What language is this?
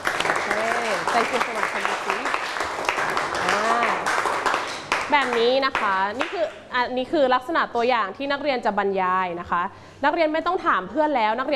Thai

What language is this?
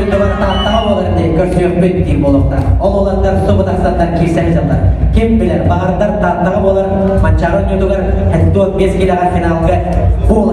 Yakut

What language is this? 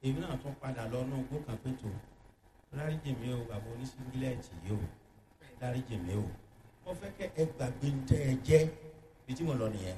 Yoruba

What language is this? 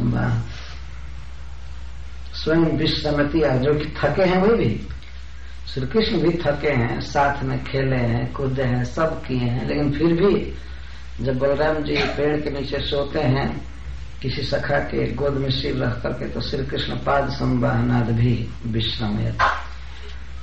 Hindi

